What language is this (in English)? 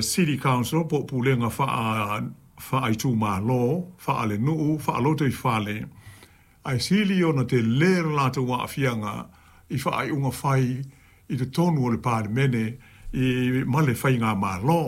Samoan